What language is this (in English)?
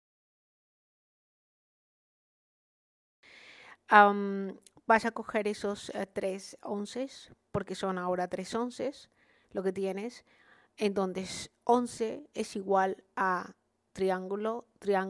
Spanish